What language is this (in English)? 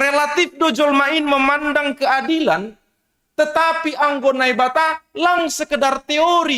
Batak Simalungun